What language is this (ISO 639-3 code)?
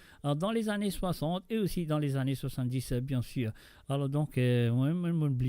mfe